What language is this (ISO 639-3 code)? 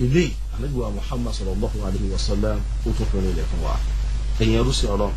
yor